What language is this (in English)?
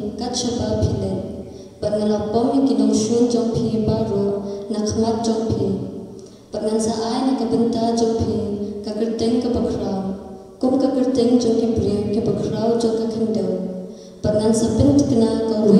Khasi